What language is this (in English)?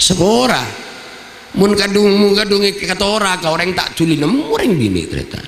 Madurese